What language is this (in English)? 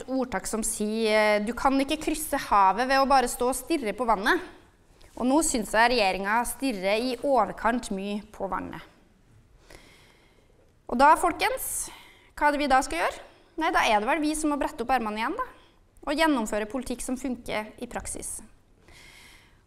Norwegian